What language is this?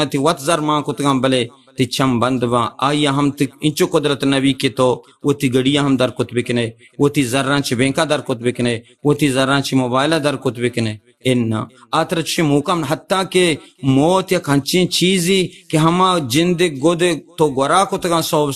Baluchi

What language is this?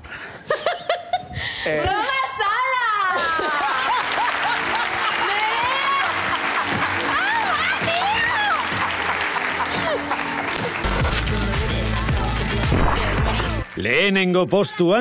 Basque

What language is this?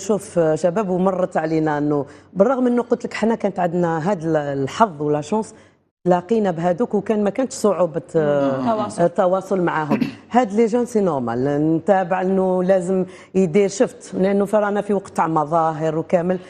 Algerian Arabic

